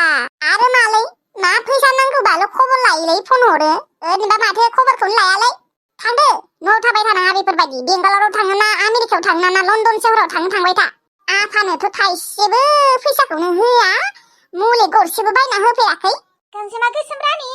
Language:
Bodo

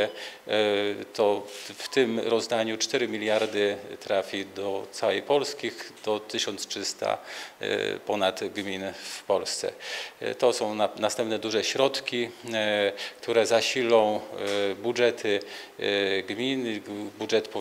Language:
Polish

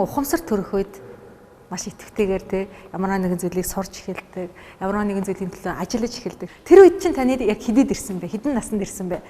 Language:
Mongolian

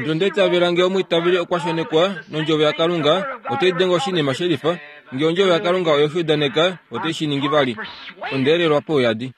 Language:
Kuanyama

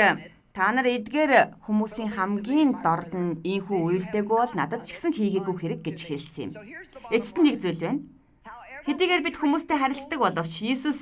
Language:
Mongolian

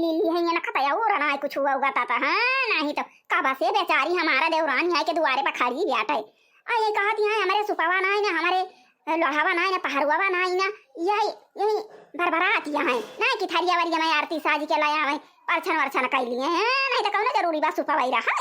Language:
Awadhi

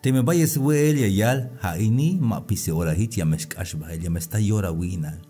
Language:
Tzeltal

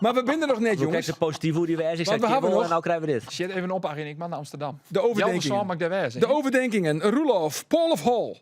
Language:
Western Frisian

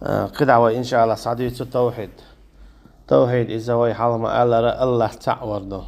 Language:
Chechen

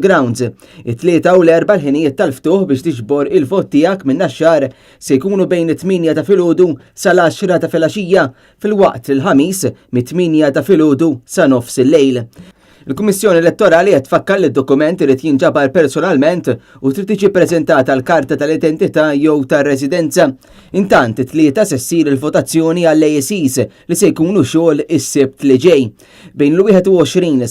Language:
Maltese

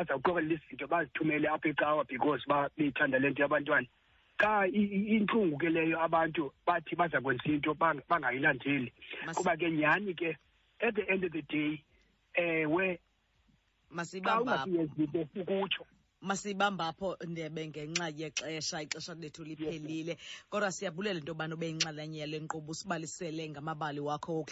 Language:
Xhosa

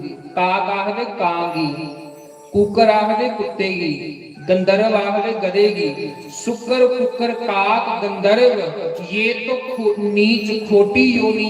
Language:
Dogri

